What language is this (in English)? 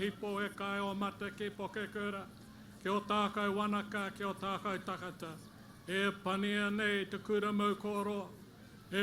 Māori